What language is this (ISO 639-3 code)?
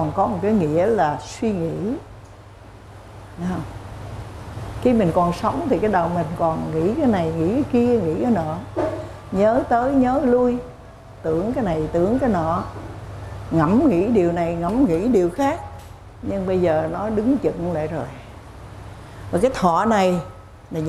vie